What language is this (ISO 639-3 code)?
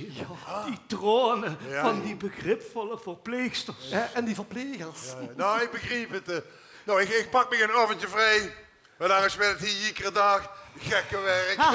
lim